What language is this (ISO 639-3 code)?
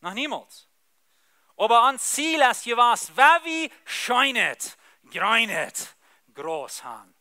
pdt